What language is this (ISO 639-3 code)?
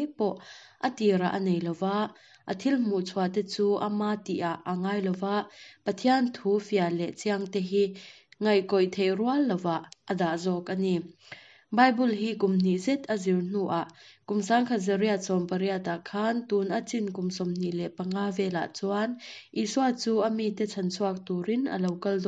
lus